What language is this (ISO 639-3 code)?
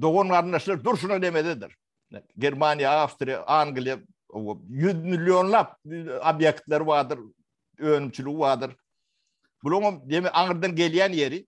tuk